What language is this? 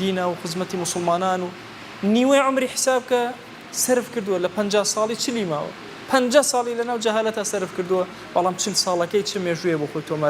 Central Kurdish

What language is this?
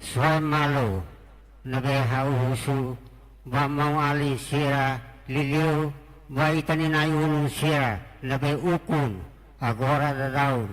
Tetum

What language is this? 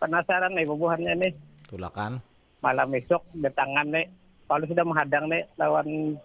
Banjar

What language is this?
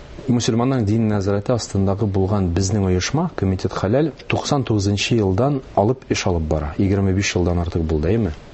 Tatar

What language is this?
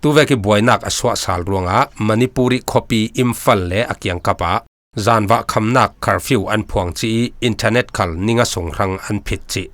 Falam Chin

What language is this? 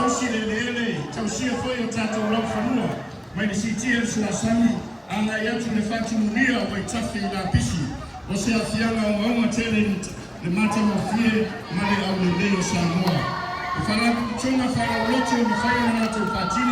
Samoan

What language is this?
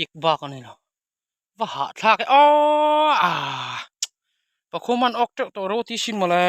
Mizo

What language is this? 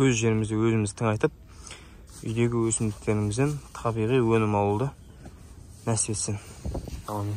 Kazakh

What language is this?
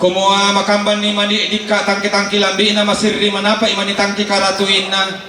Toraja-Sa'dan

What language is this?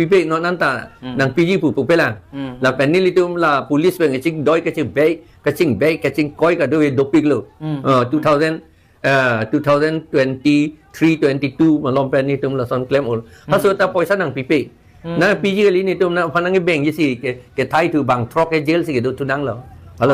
Karbi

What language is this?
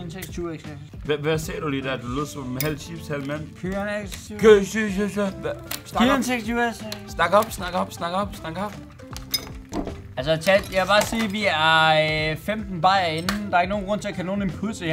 Danish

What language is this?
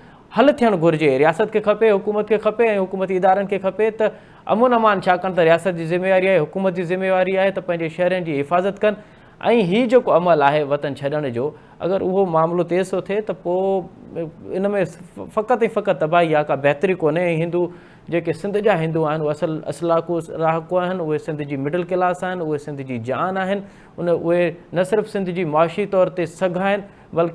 Sindhi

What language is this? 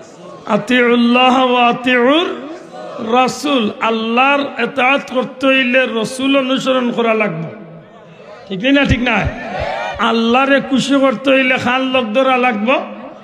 Sylheti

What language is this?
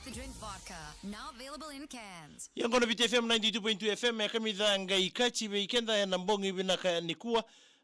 Fijian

